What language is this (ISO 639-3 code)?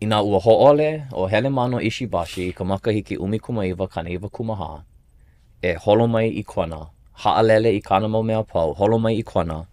haw